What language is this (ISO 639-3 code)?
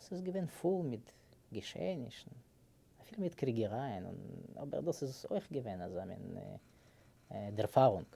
yid